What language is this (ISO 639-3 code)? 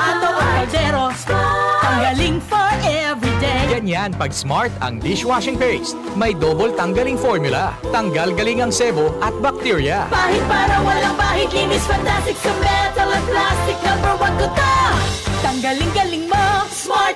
bik